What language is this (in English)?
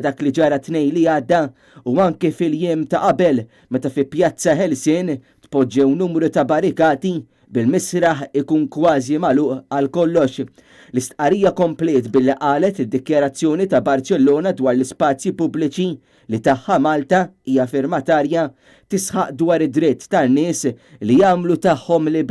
Maltese